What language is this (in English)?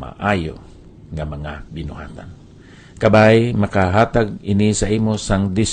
Hiligaynon